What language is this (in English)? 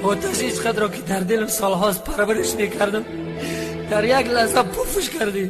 Tajik